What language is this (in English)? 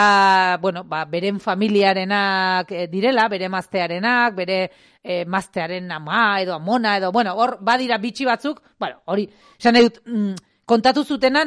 Basque